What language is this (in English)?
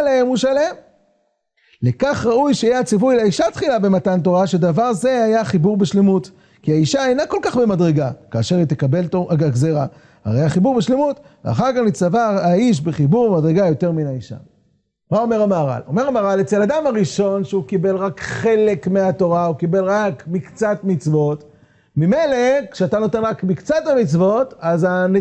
Hebrew